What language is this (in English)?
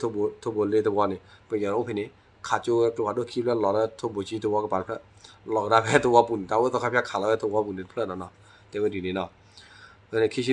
S'gaw Karen